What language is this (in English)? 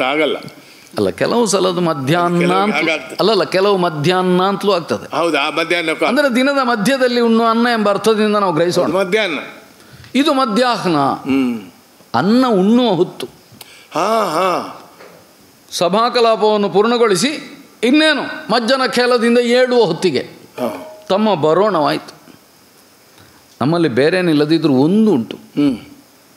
Kannada